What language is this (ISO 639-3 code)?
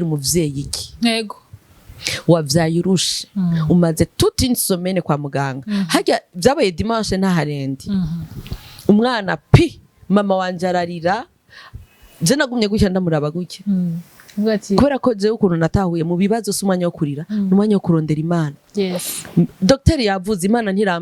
run